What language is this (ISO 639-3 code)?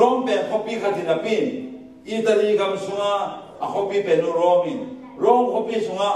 ctd